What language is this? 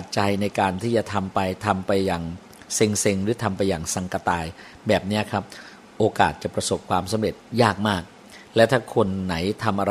Thai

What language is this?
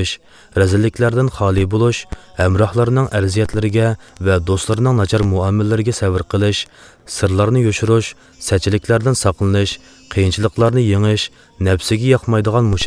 Uyghur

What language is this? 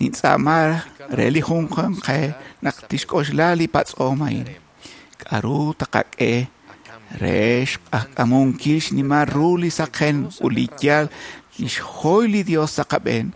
Kekchí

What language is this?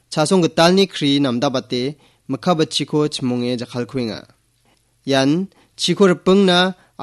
Garo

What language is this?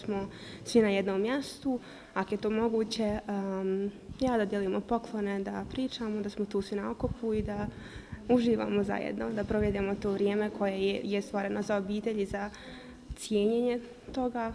Croatian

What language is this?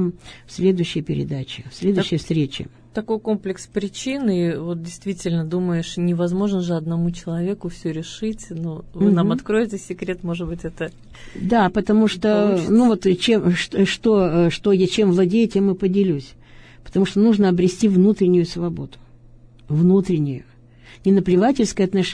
Russian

